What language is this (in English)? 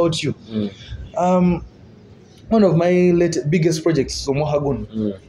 Nyoro